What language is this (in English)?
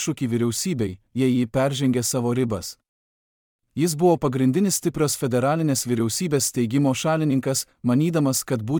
Lithuanian